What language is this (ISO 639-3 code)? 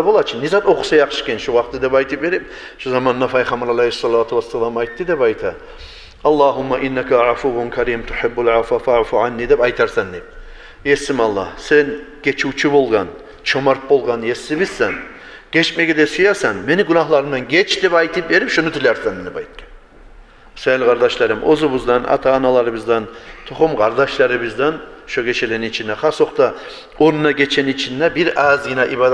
kum